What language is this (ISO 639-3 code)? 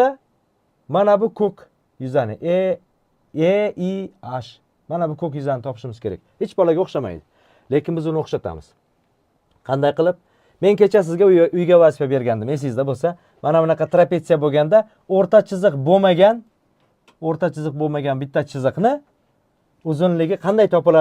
uzb